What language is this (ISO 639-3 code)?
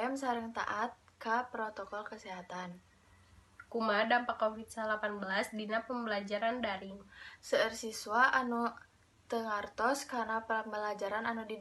sun